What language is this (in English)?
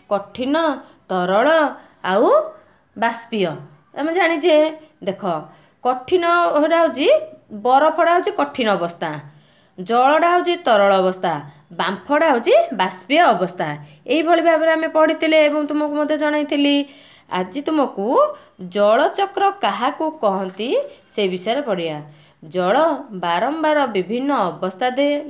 Odia